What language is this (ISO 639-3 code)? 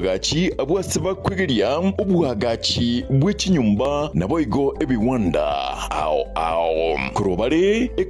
guz